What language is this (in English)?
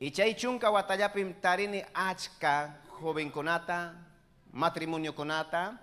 Ayacucho Quechua